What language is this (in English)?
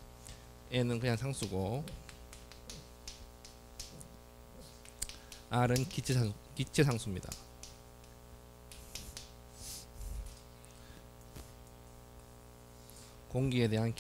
Korean